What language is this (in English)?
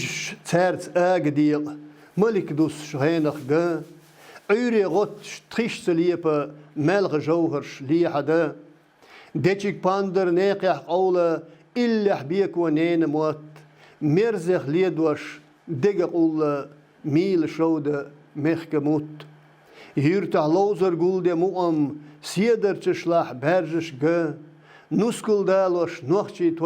Chechen